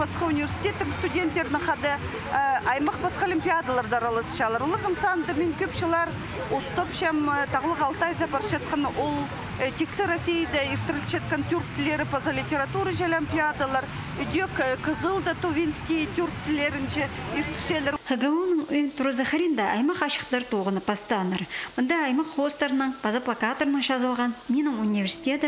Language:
Khakas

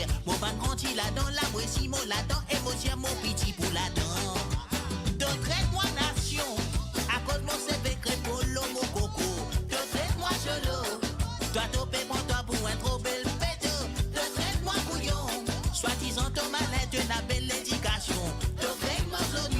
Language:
Morisyen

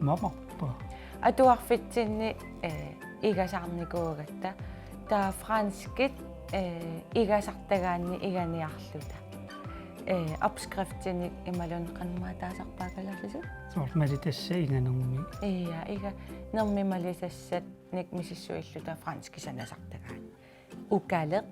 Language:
Kalaallisut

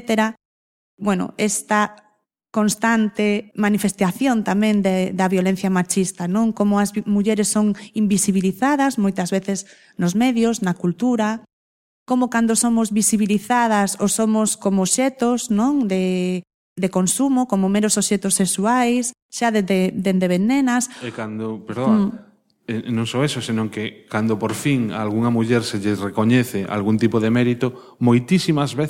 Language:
Galician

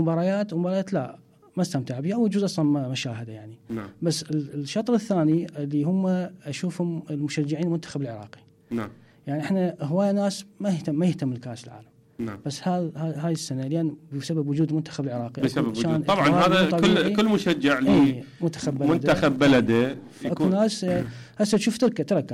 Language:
Mesopotamian Arabic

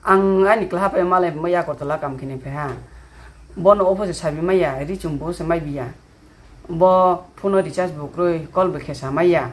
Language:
Kok Borok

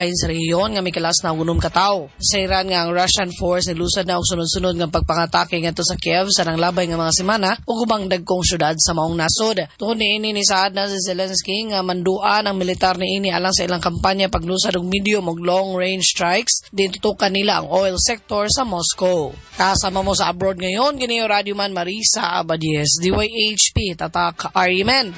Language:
Cebuano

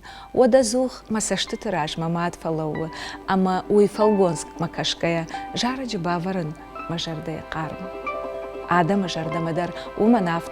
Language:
Ossetic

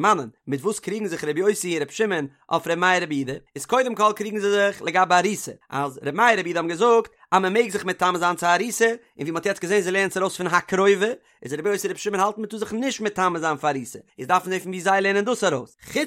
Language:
Yiddish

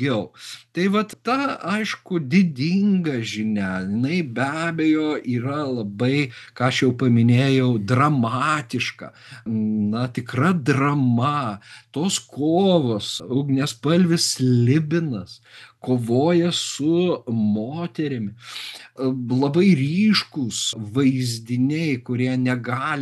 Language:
Lithuanian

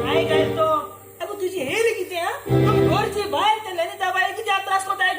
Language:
Konkani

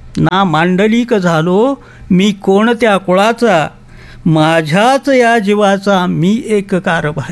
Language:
Marathi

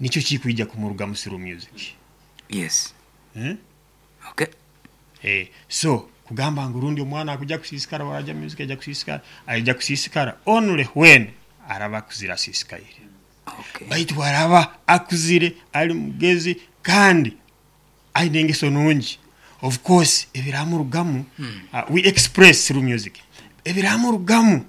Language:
Nyoro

